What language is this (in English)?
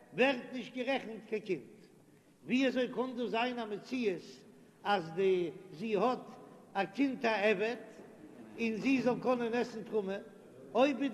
Yiddish